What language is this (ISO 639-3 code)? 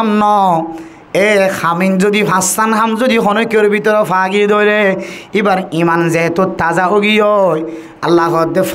rhg